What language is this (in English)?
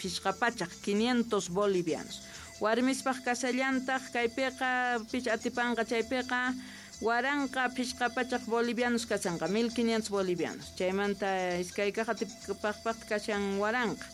Quechua